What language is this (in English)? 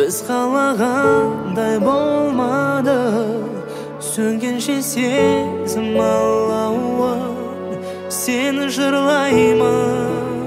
Kazakh